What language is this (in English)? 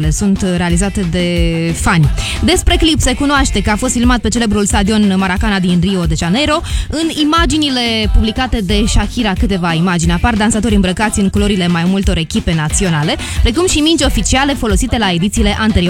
Romanian